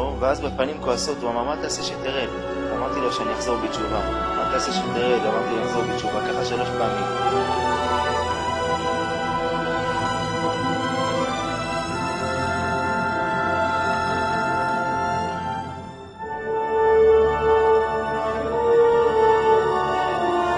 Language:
Hebrew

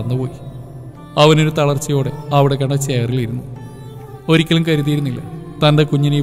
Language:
Malayalam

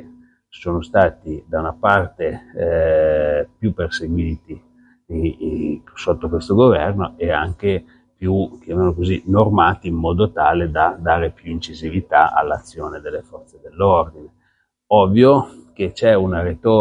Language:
Italian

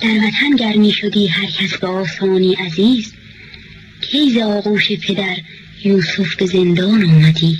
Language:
Gilaki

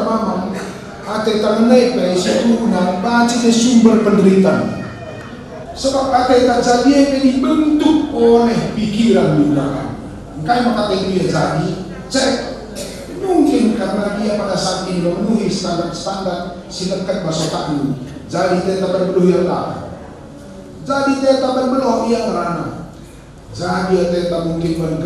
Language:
Batak Karo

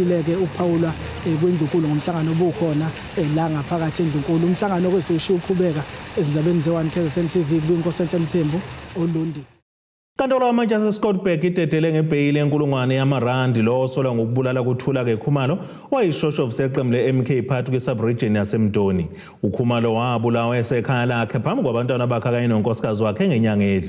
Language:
Zulu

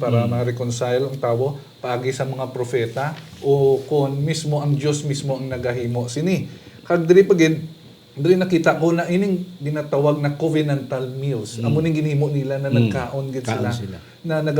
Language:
Hiligaynon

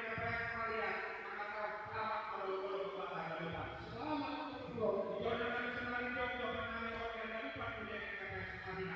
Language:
Batak Simalungun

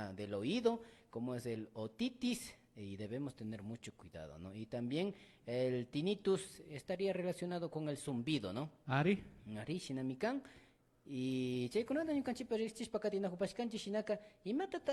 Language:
Imbabura Highland Quichua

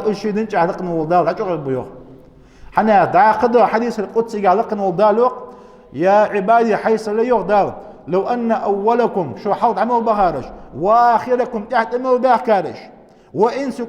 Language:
Ingush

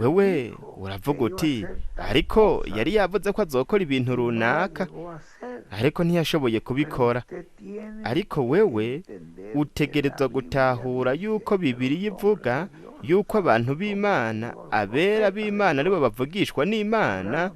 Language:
Rundi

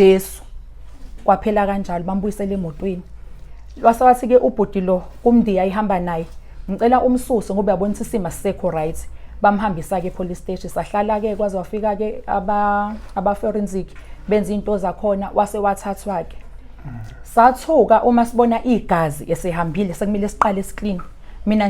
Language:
Zulu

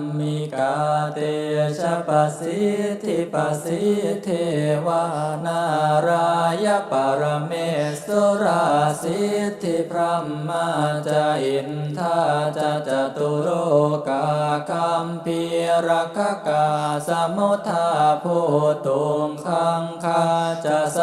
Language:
Pali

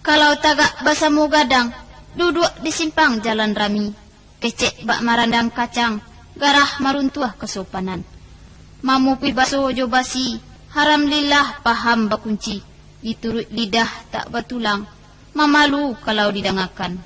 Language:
Minangkabau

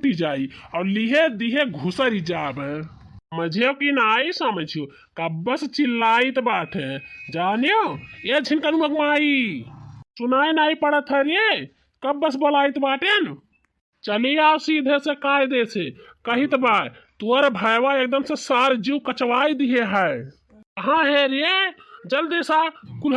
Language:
Bhojpuri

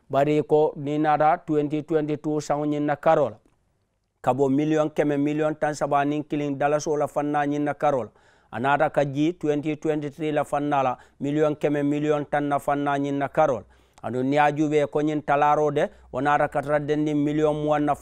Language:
Mandingo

